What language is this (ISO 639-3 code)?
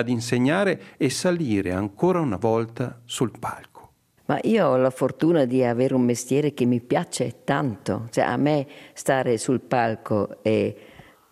ita